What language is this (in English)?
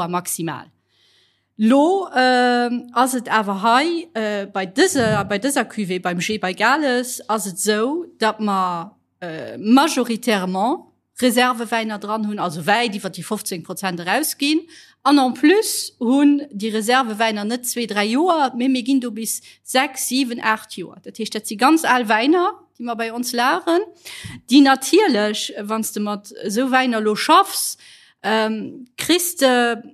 Luxembourgish